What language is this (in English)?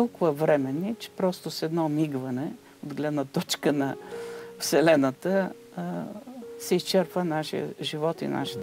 Bulgarian